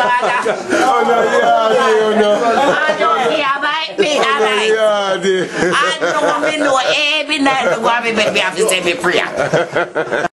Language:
Jamaican Creole English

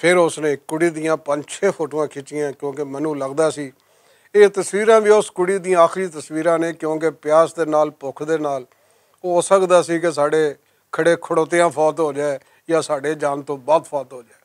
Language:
Western Panjabi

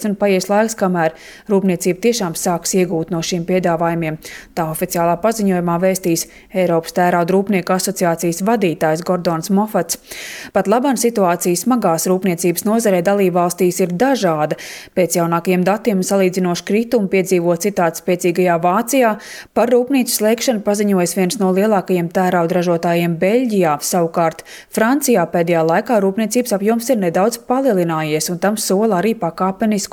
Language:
Latvian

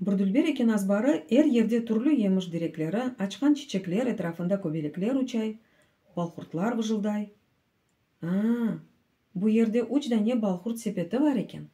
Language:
Crimean Tatar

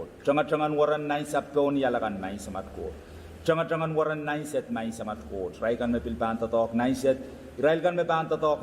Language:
Pohnpeian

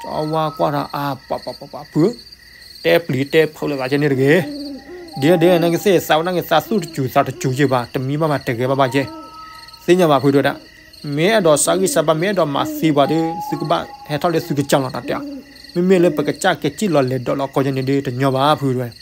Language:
S'gaw Karen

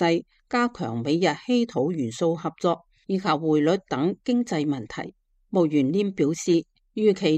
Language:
Cantonese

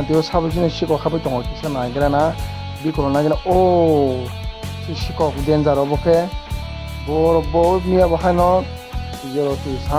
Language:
Kok Borok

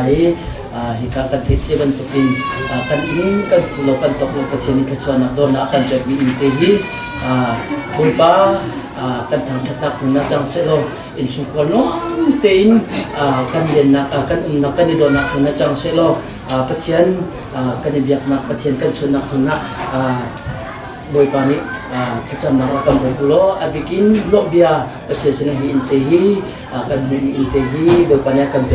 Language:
Hakha Chin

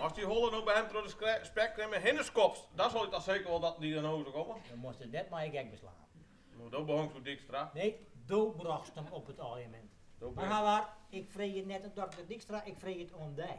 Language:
Western Frisian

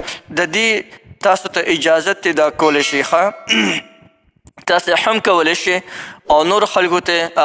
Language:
Pashto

